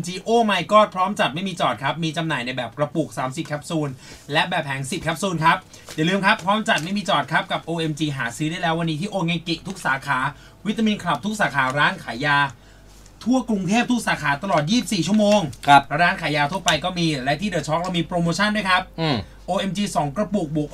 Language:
Thai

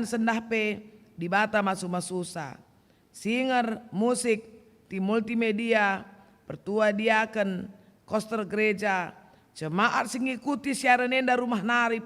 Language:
Batak Karo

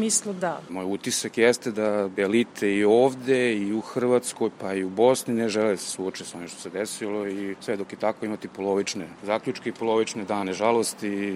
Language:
Serbian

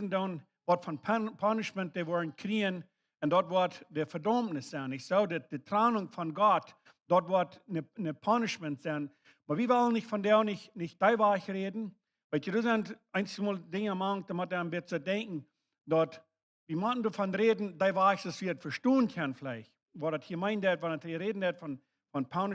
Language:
Plautdietsch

